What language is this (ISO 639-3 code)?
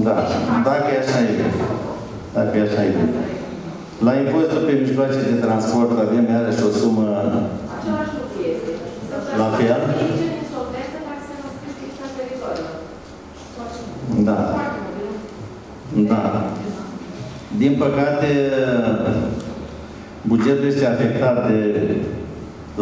ron